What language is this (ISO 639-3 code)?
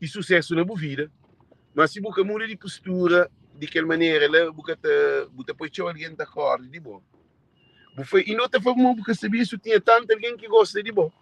kea